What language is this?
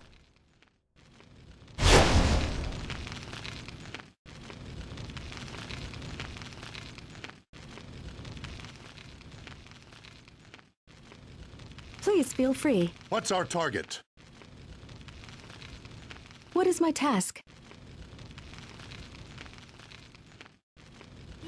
English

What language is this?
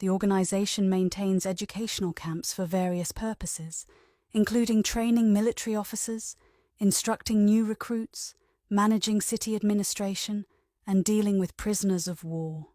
English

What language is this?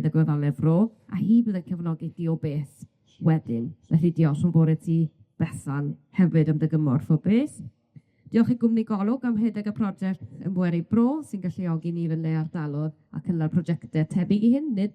Welsh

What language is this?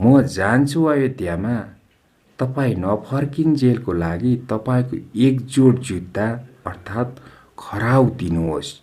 Nepali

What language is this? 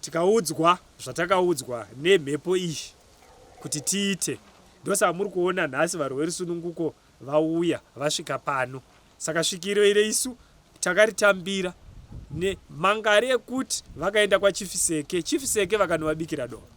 Shona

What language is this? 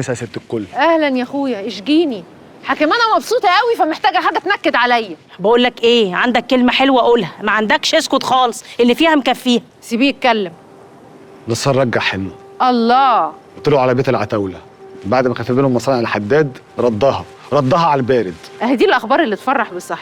Egyptian Arabic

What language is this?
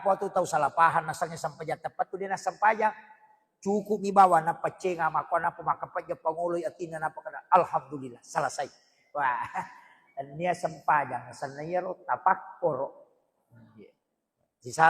Buginese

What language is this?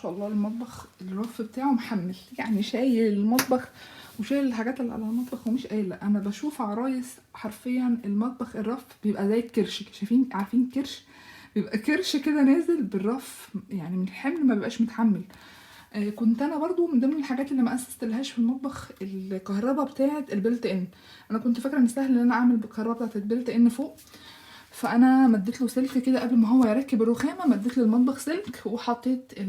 Egyptian Arabic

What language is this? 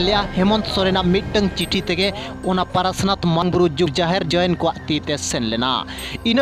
Santali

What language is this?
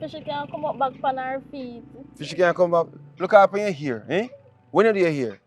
Jamaican Creole English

